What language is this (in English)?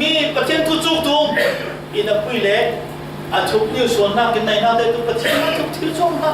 Falam Chin